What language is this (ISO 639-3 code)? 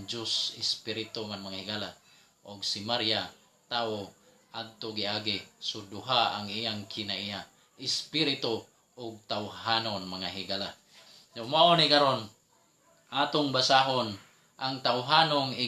ceb